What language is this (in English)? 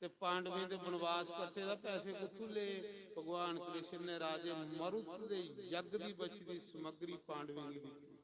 Dogri